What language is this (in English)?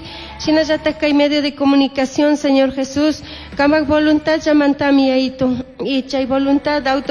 Chimborazo Highland Quichua